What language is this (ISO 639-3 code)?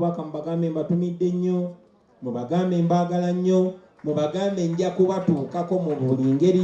lug